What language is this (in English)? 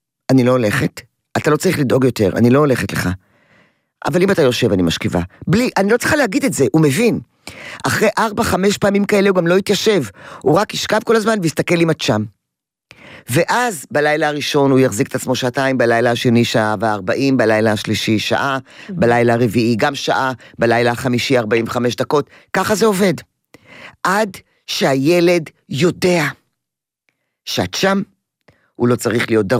Hebrew